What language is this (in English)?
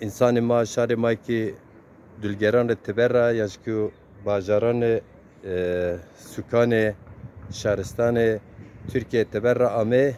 Zaza